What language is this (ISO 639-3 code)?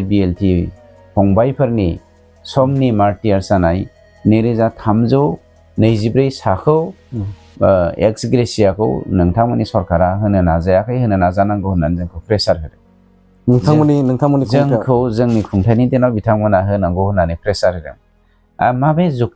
brx